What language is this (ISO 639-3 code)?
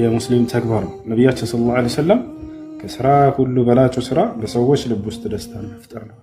amh